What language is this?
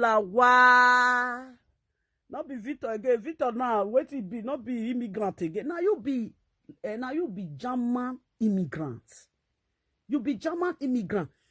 Nigerian Pidgin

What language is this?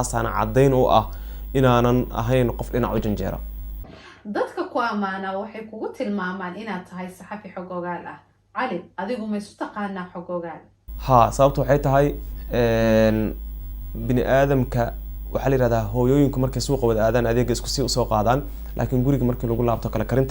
Somali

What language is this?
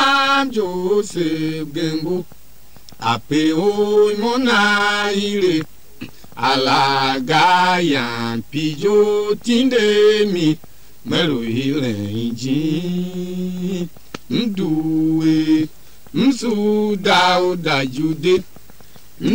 Tiv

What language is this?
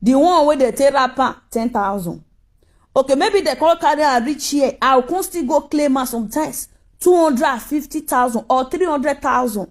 Nigerian Pidgin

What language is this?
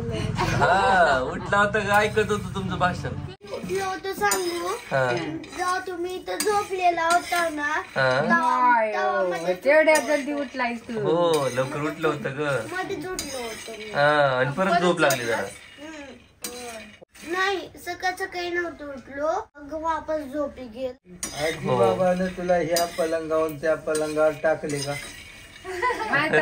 Marathi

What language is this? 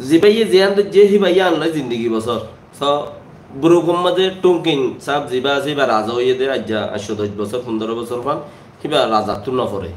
Rohingya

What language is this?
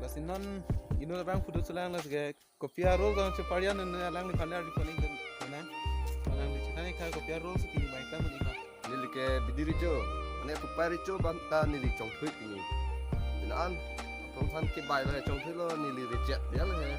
Karbi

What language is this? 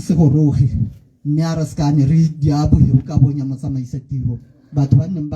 Tswana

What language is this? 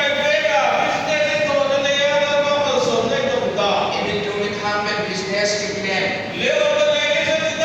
Hmar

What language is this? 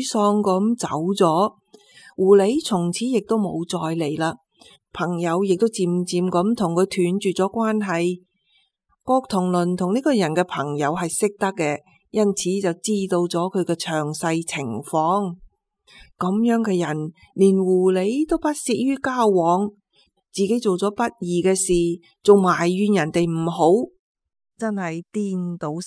Cantonese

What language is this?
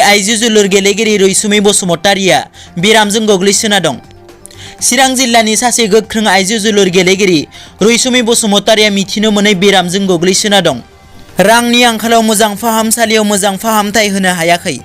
Bodo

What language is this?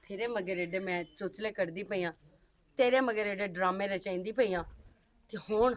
Western Panjabi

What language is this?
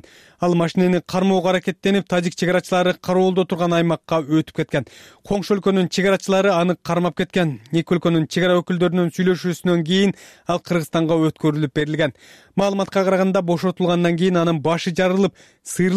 Kyrgyz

